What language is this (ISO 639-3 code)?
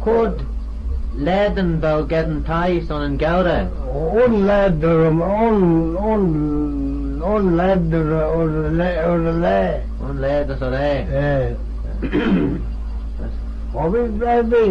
glv